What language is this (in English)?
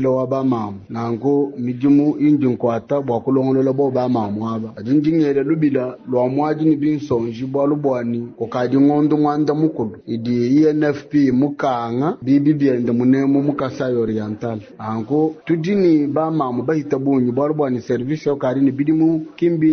Luba-Lulua